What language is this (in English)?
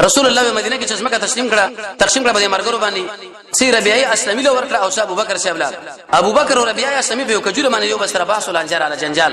Pashto